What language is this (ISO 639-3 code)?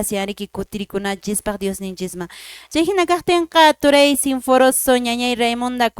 que